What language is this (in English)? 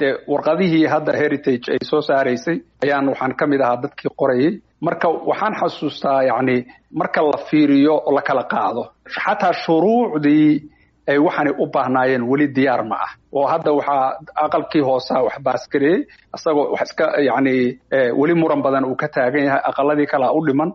Somali